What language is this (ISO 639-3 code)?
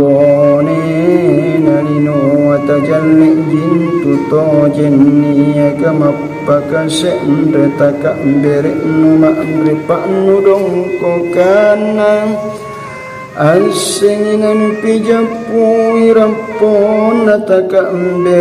mak